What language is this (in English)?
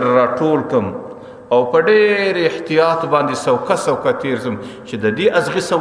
Pashto